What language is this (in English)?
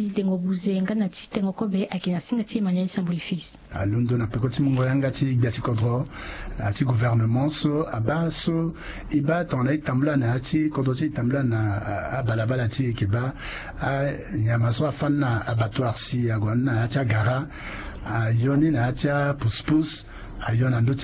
Sango